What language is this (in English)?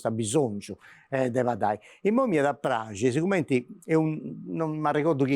Sardinian